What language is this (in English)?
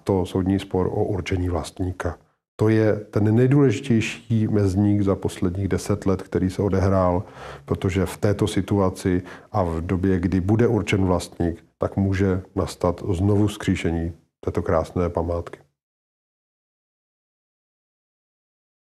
Czech